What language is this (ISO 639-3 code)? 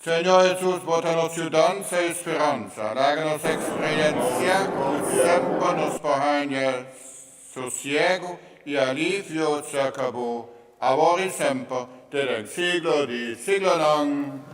pap